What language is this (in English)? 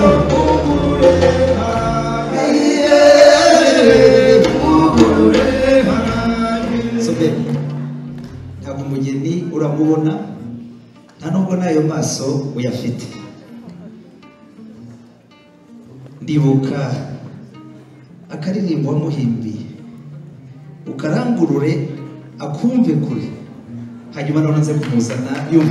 Kinyarwanda